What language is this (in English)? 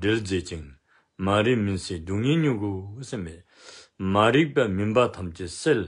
Dzongkha